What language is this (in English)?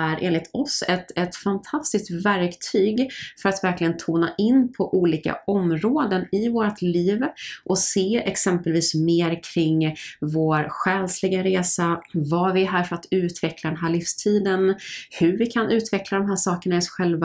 Swedish